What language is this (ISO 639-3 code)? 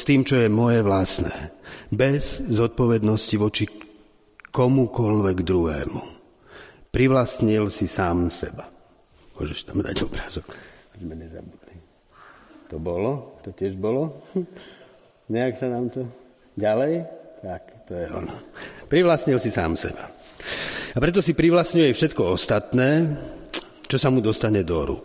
slk